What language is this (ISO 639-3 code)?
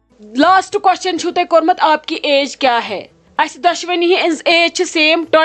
kas